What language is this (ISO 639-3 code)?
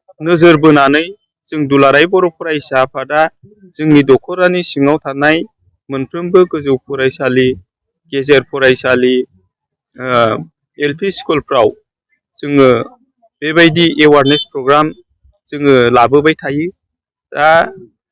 brx